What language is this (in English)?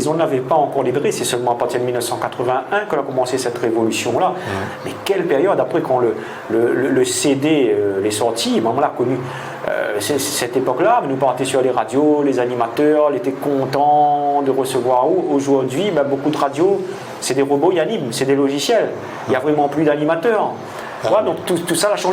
Réunion Creole French